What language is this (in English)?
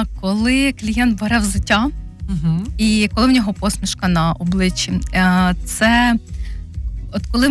Ukrainian